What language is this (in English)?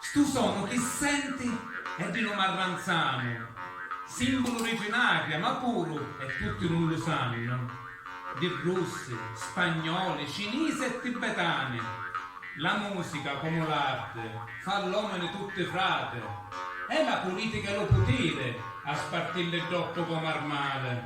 Sicilian